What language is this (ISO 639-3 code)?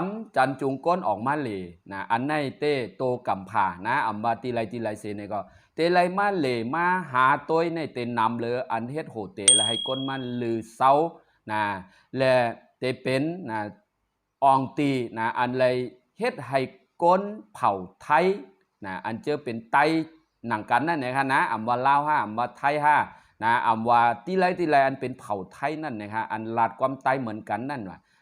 shn